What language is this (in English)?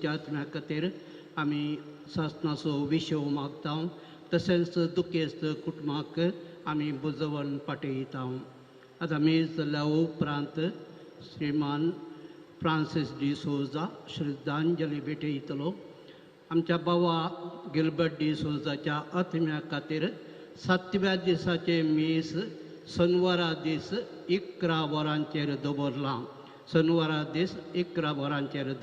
Konkani